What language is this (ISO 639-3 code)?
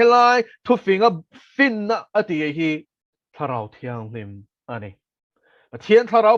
lus